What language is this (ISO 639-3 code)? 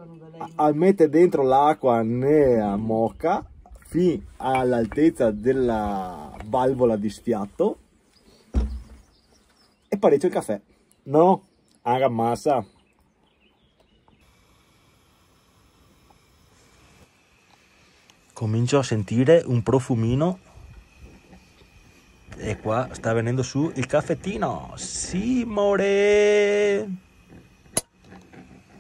ita